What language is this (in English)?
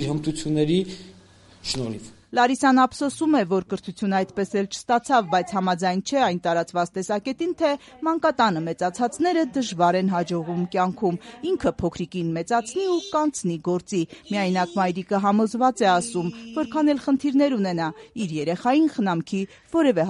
Armenian